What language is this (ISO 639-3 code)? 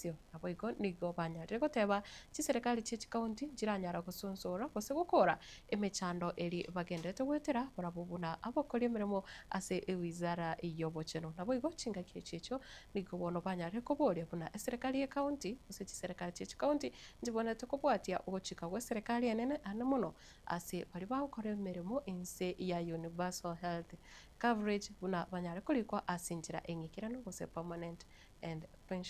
guz